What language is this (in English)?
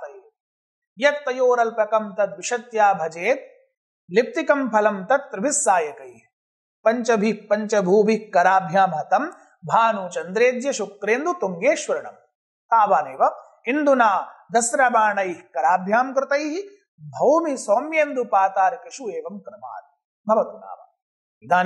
Sanskrit